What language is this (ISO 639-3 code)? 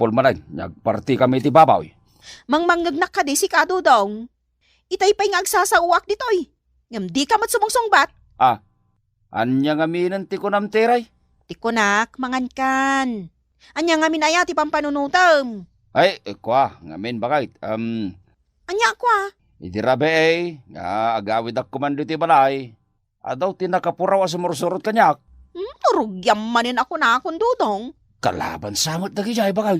ilo